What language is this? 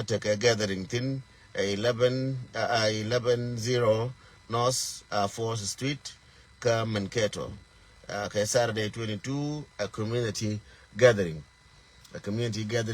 Nuer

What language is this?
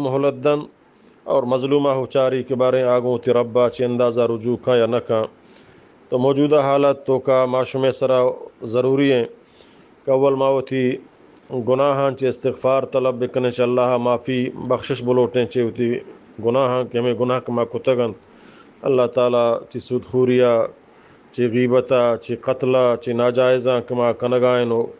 Eastern Balochi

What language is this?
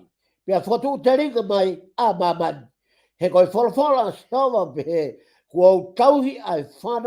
Tongan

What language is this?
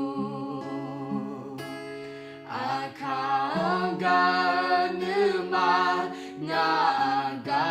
Akha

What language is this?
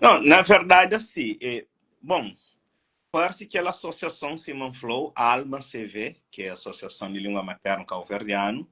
Kabuverdianu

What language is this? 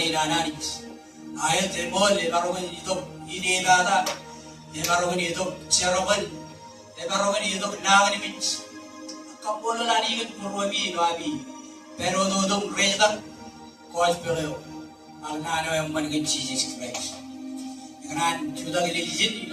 Marshallese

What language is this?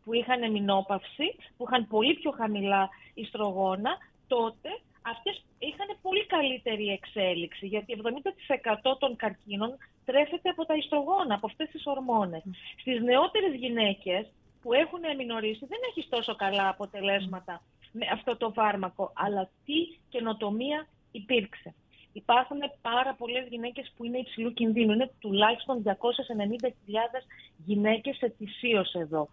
Greek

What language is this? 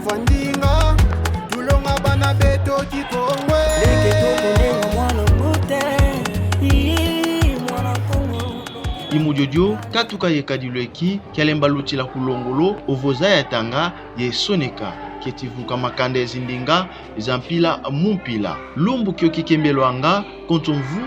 Kongo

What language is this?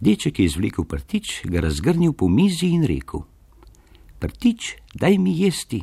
Slovenian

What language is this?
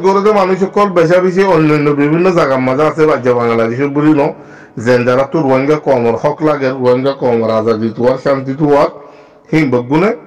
Rohingya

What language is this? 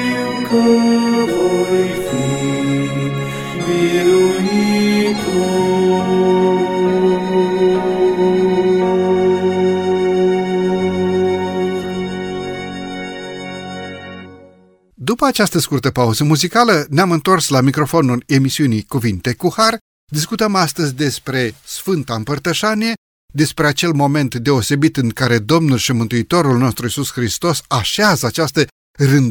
Romanian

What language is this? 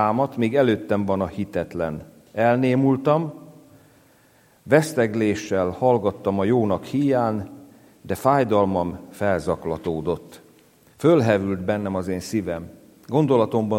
Hungarian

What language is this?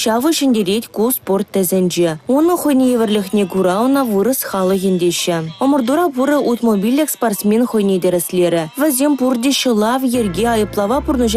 Chuvash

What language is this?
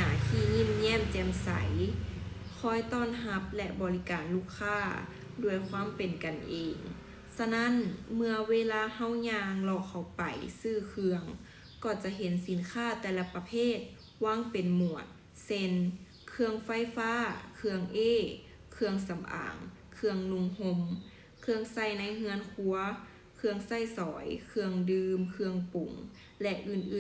Lao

